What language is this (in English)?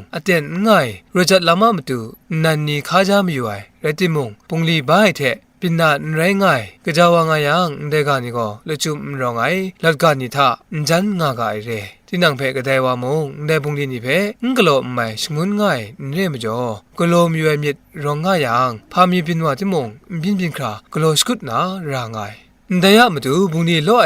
Kachin